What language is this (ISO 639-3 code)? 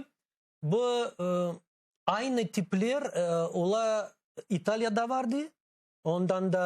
crh